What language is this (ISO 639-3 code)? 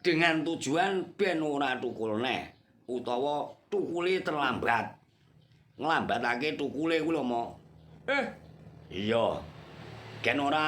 jav